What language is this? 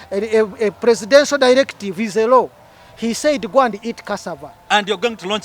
Ganda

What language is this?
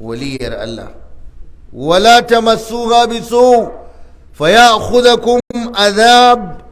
Hausa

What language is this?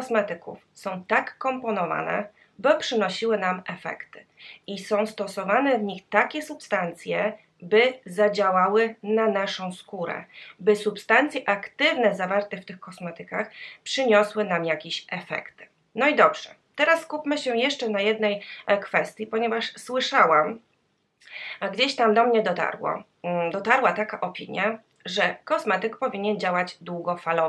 Polish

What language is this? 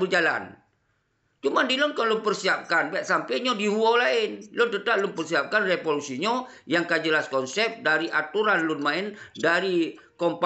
Achinese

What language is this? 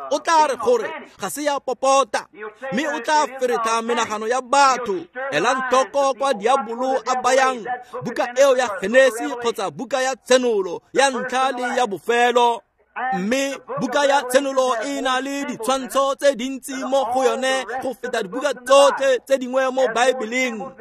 Tswana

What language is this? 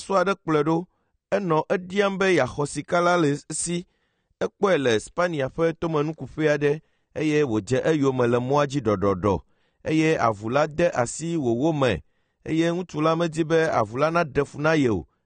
Ewe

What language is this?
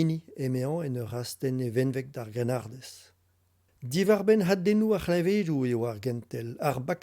Breton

